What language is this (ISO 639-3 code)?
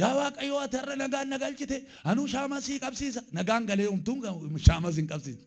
orm